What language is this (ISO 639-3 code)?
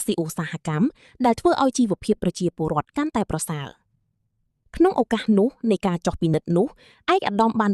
khm